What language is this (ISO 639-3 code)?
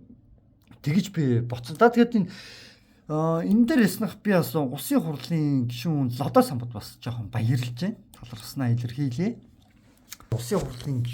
mon